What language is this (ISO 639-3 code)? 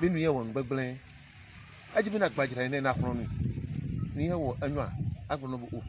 ewe